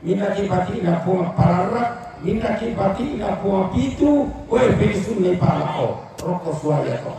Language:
Toraja-Sa'dan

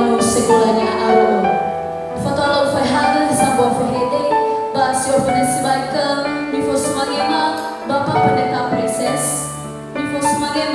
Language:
Nias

